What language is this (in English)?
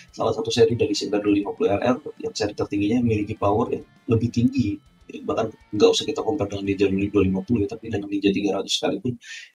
Indonesian